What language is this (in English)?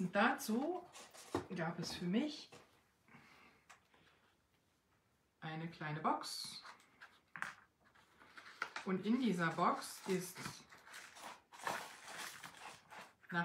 German